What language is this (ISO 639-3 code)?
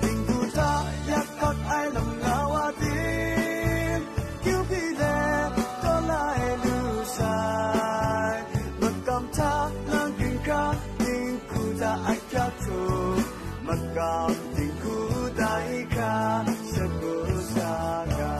kac